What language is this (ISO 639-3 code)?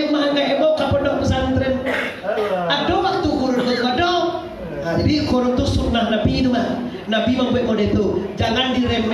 min